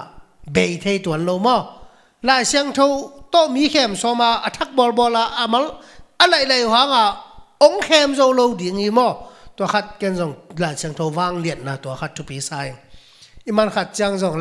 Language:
Tedim Chin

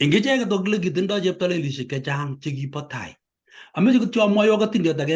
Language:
Kalenjin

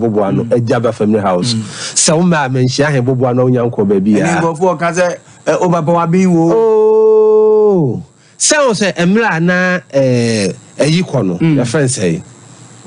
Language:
Akan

